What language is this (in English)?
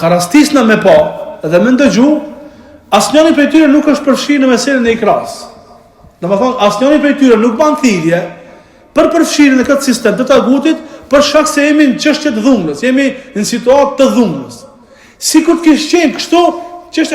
Albanian